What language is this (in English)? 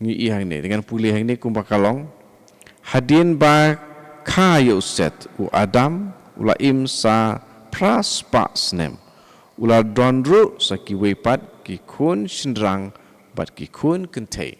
Khasi